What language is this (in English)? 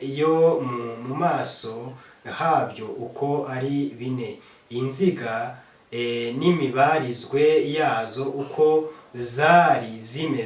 Kinyarwanda